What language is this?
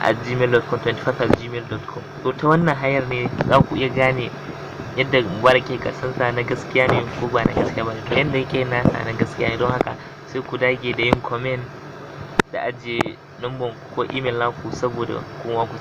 Hausa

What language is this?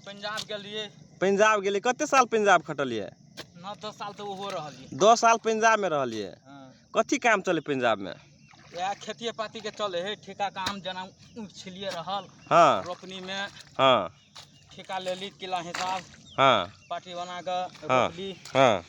Magahi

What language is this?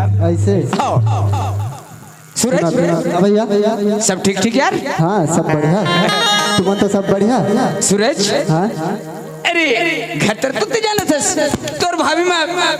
Chhattisgarhi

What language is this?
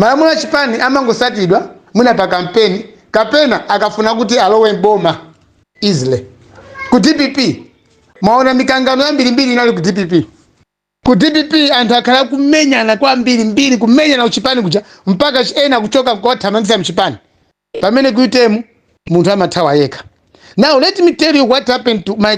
Nyanja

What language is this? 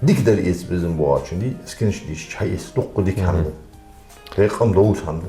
Ingush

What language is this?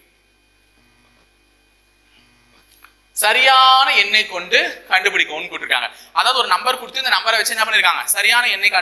Tamil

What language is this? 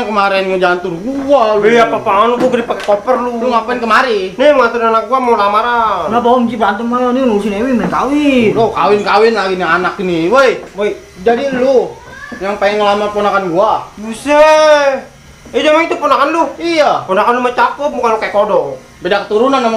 Betawi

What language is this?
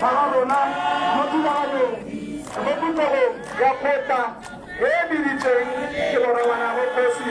Tswana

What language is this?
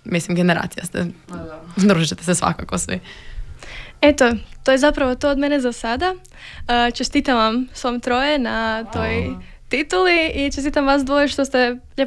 Croatian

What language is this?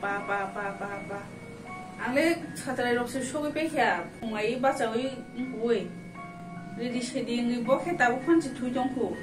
Kok Borok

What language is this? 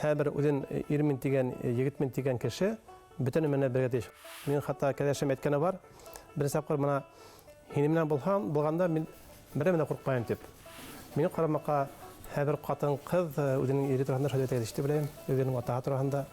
Bashkir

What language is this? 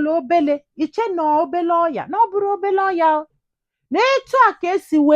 Igbo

